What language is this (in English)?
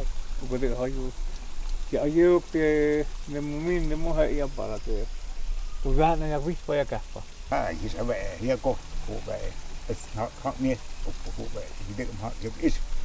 Totontepec Mixe